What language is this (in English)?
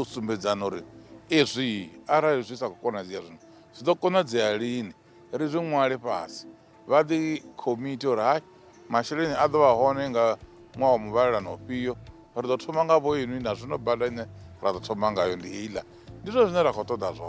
Venda